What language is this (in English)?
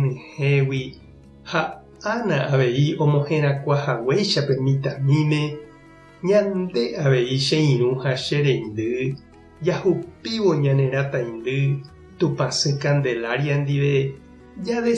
Guarani